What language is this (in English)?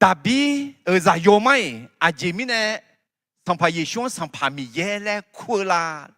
Akha